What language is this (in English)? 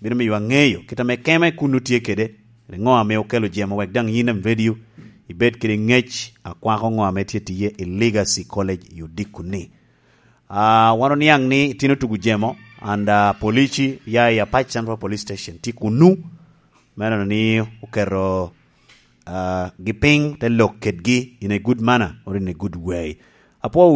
Lango (Uganda)